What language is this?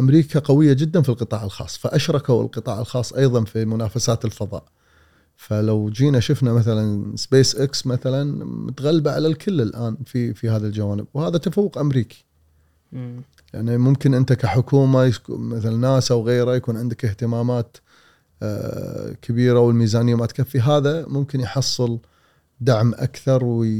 Gulf Arabic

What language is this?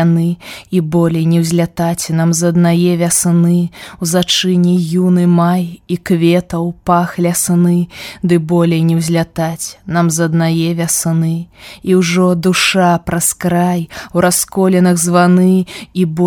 Belarusian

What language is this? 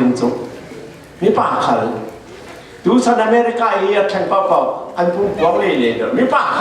Falam Chin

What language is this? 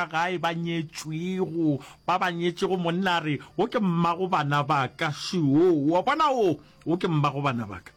Northern Sotho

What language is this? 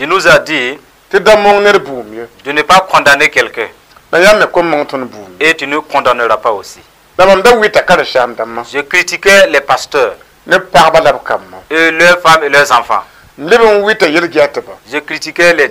Mossi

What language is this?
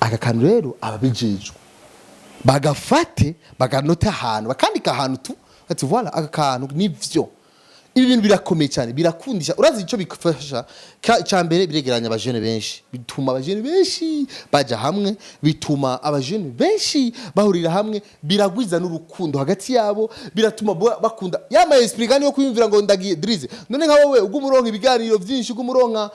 Rundi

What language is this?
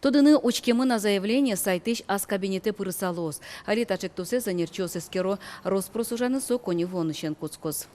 Udmurt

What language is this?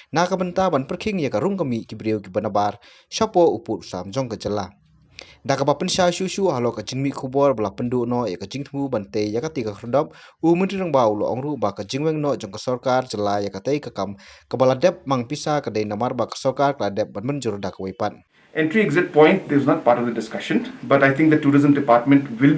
Khasi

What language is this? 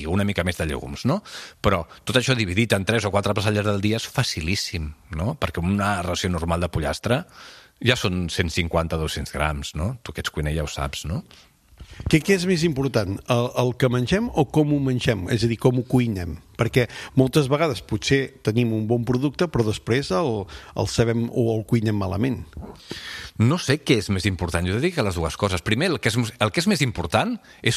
Catalan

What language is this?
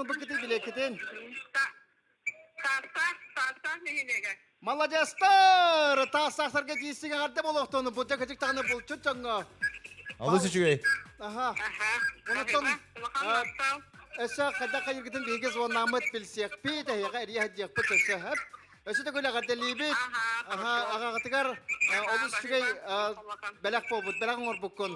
Yakut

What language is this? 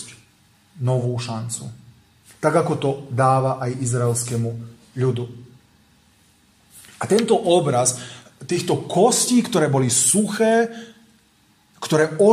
Slovak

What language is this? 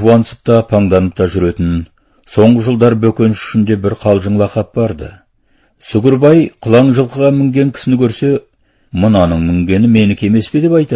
Kazakh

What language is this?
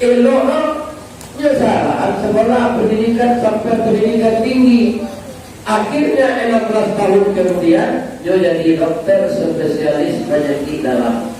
Minangkabau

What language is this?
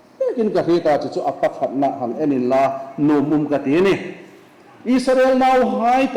Hmar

